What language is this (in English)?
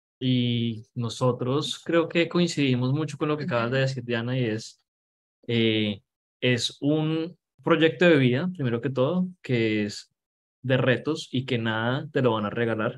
Spanish